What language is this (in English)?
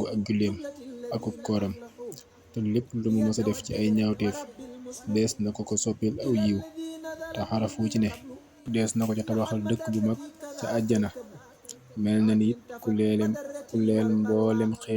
Wolof